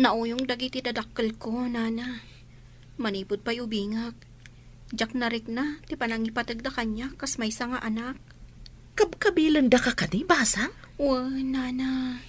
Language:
Iloko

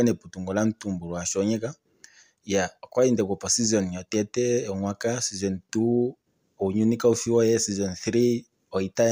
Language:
Kuanyama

